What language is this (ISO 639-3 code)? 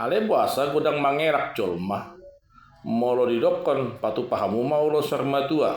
bbc